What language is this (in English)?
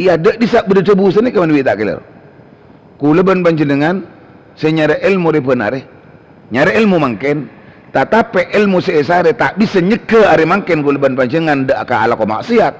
Madurese